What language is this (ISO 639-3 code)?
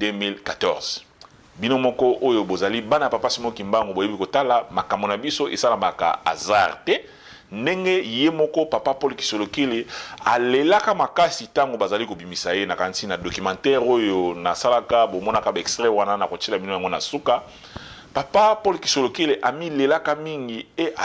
lin